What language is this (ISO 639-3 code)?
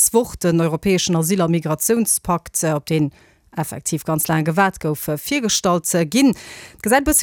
ltz